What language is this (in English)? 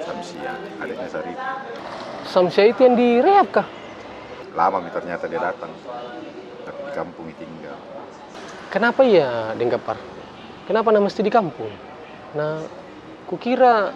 Makassar Malay